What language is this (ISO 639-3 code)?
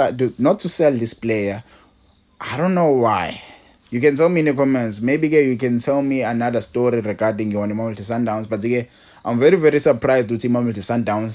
zul